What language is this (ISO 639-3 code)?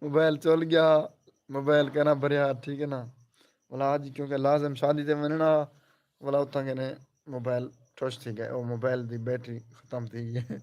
skr